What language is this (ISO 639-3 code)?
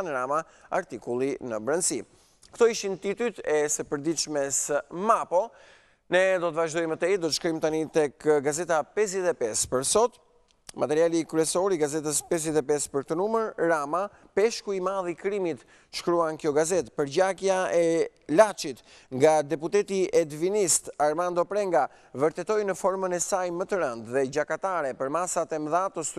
sqi